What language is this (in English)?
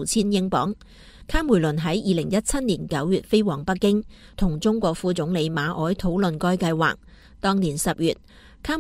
Cantonese